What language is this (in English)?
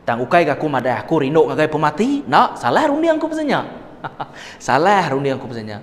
Iban